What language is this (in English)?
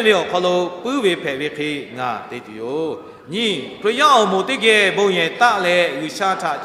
Lahu